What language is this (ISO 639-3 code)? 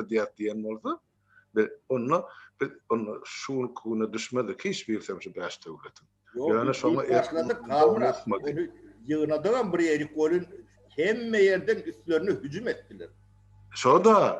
tuk